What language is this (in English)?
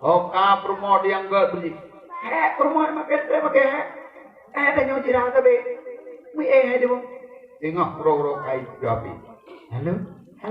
Achinese